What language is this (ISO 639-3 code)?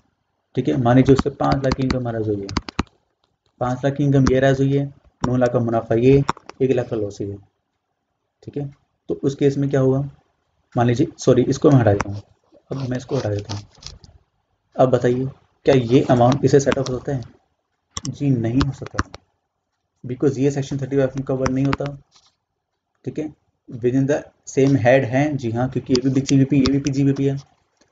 hin